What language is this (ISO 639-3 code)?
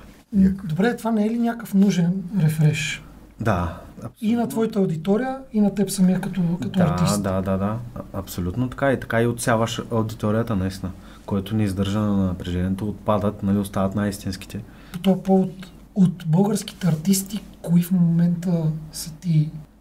bul